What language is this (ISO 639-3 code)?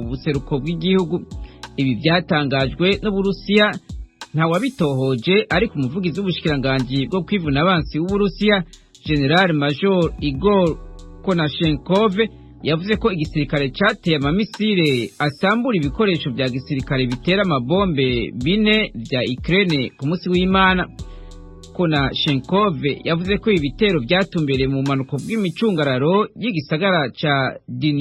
run